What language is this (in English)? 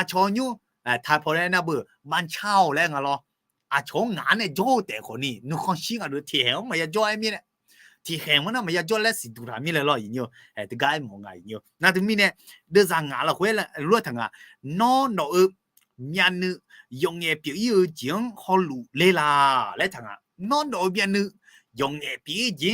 Akha